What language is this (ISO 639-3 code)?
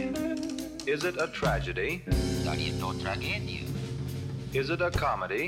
srp